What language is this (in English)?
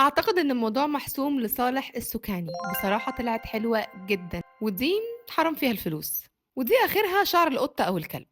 Egyptian Arabic